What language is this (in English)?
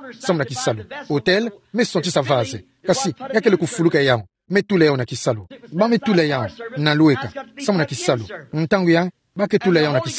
Kituba (Democratic Republic of Congo)